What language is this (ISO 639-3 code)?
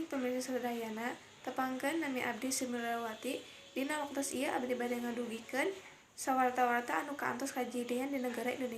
sun